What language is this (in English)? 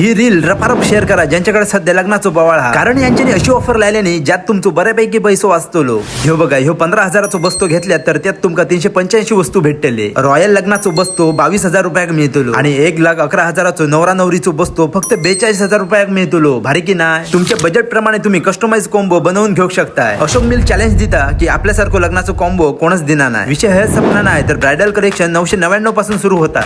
Konkani